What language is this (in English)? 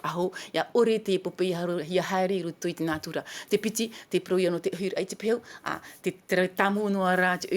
Tahitian